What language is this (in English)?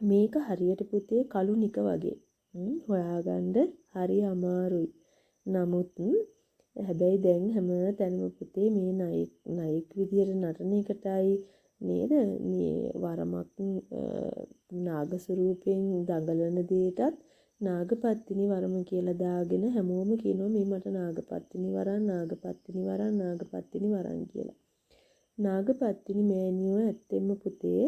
Sinhala